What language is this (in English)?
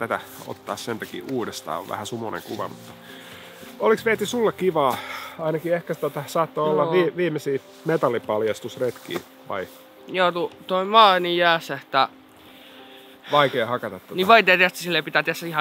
Finnish